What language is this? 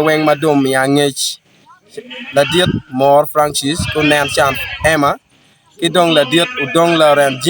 Acoli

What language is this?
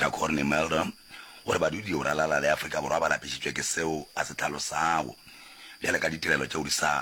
Northern Sotho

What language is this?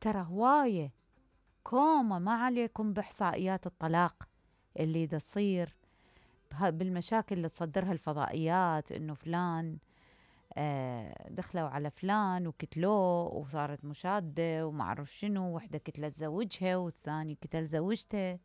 Mesopotamian Arabic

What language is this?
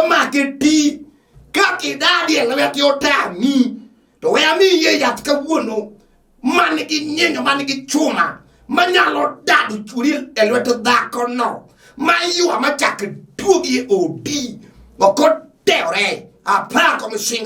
Luo (Kenya and Tanzania)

